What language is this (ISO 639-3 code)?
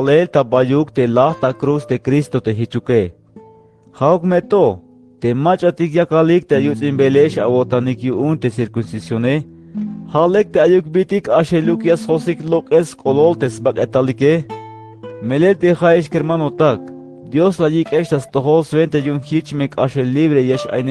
tzh